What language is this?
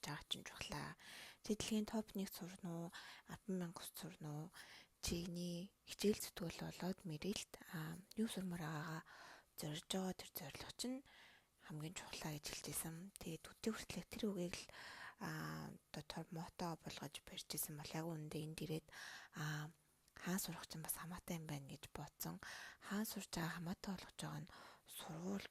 Mongolian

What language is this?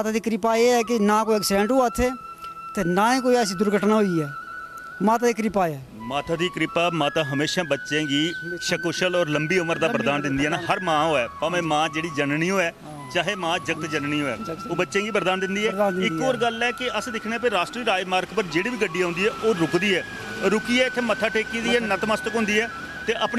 Dogri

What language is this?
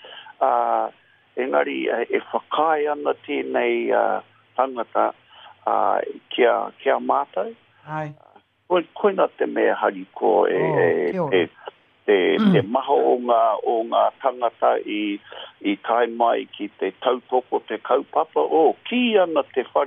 Māori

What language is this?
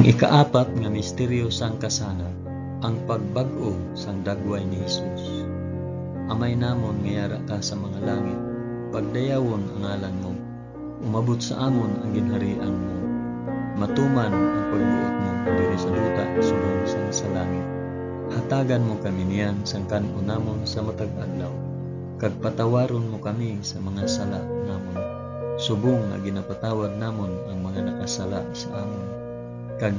Hiligaynon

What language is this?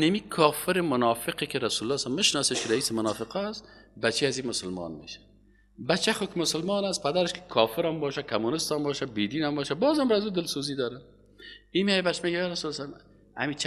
Persian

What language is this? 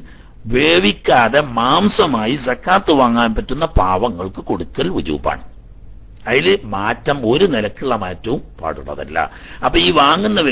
Malayalam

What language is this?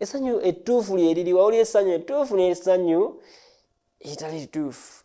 Ganda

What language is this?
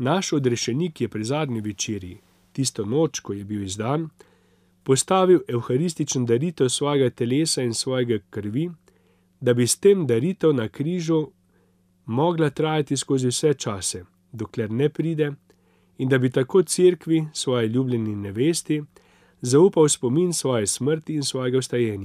Slovenian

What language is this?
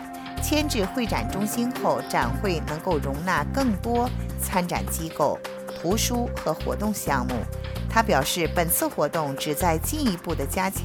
Chinese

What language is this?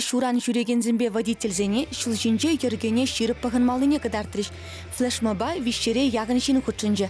Chuvash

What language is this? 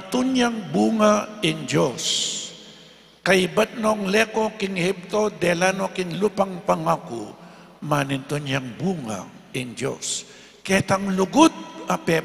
Pampanga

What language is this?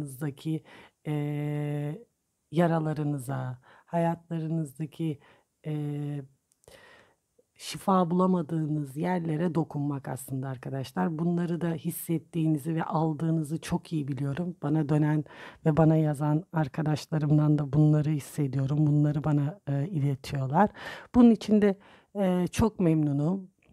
Turkish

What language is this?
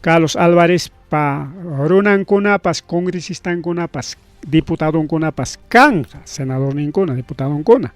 Ayacucho Quechua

